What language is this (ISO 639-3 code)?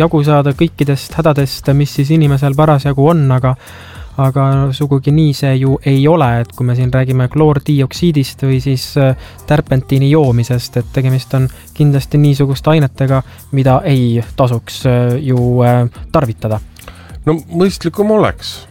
est